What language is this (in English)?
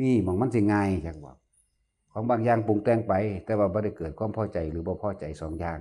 Northeastern Thai